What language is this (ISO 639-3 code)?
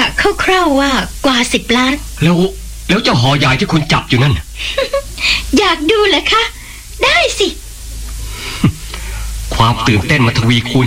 tha